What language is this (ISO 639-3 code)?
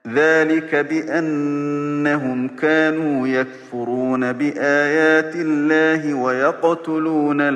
ara